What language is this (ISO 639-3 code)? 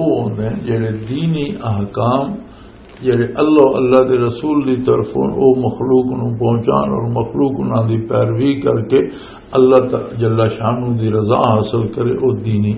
lah